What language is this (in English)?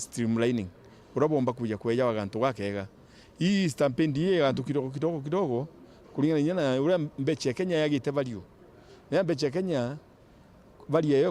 Meru